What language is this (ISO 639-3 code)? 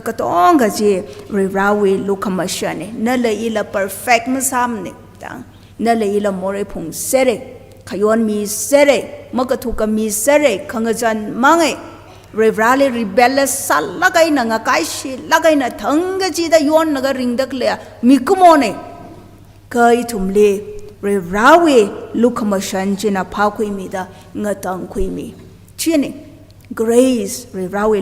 nmf